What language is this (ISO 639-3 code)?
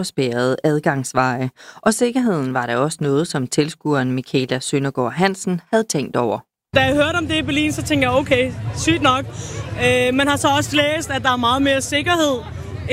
dan